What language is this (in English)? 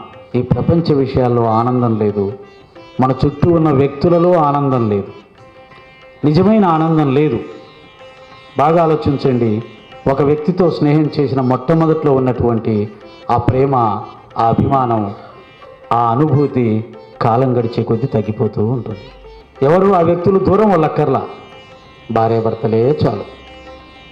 Telugu